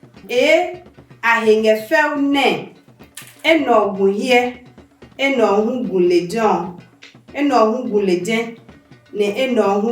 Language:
Adangme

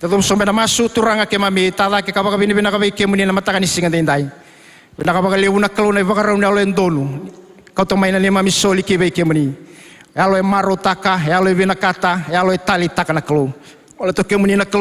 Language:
Fijian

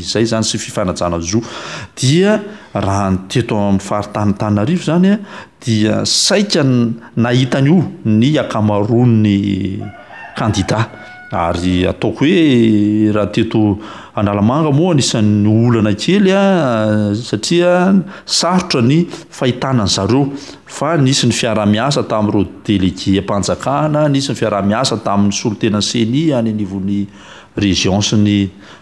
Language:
Malagasy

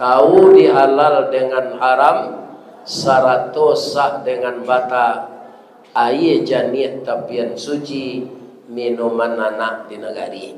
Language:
Minangkabau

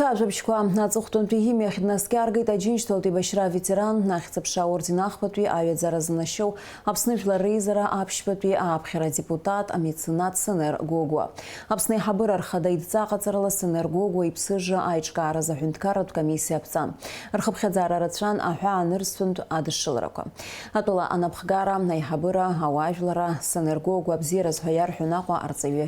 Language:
Abkhazian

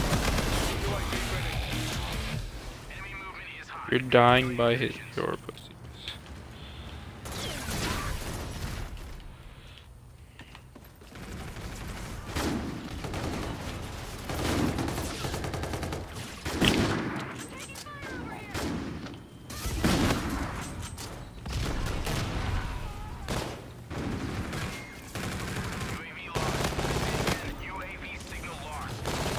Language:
English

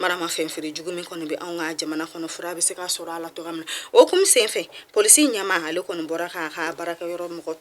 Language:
Bambara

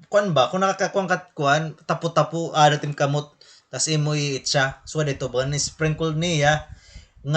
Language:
Waray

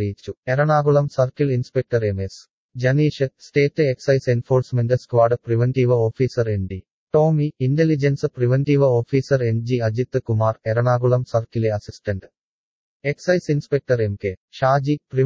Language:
Malayalam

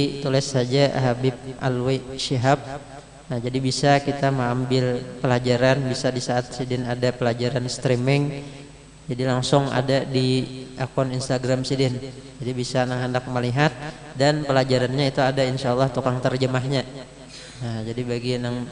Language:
Banjar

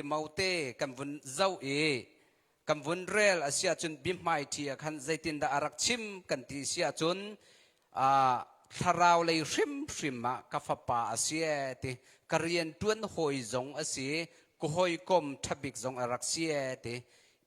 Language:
Hakha Chin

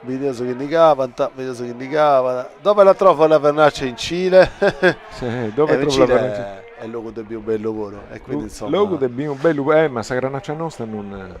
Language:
Sardinian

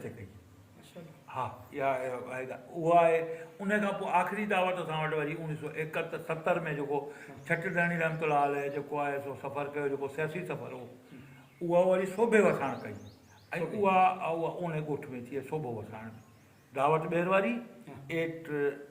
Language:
Sindhi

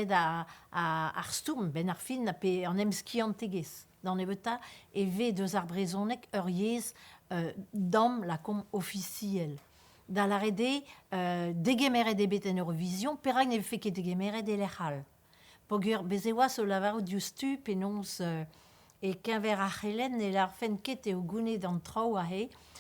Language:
Breton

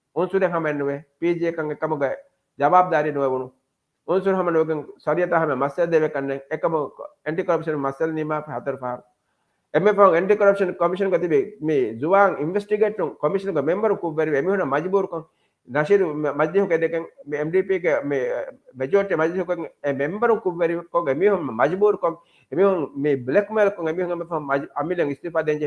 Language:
Divehi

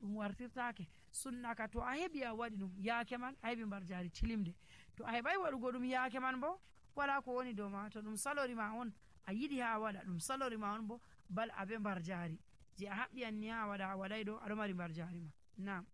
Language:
Nigerian Fulfulde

